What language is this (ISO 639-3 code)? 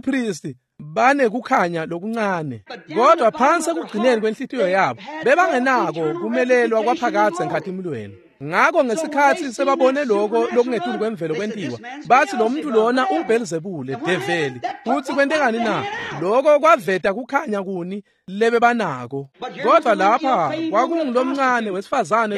ssw